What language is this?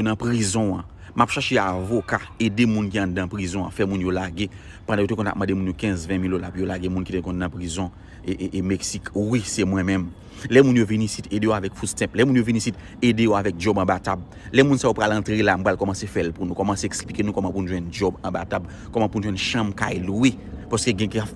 Haitian Creole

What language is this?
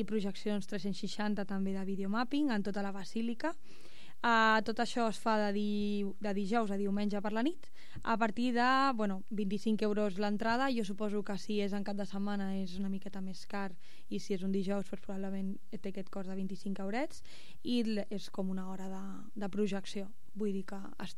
Catalan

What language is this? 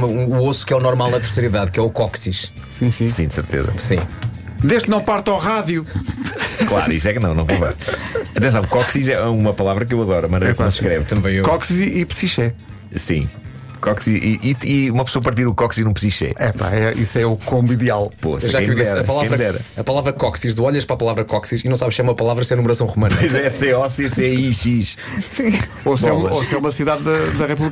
Portuguese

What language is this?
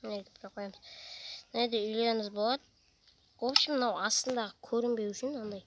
Kazakh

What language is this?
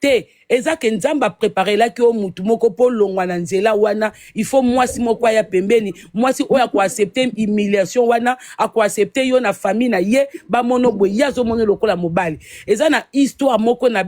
Lingala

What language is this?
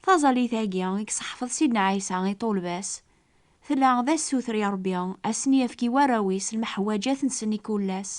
Kabyle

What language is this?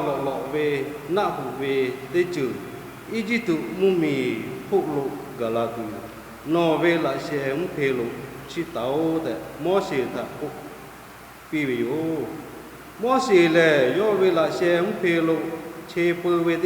Lahu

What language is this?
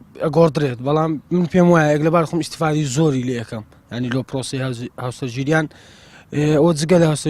Central Kurdish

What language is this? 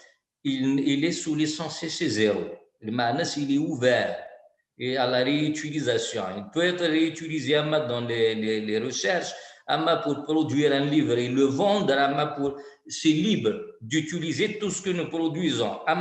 Kabyle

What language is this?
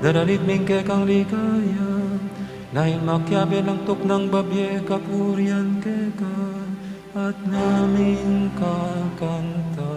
Pampanga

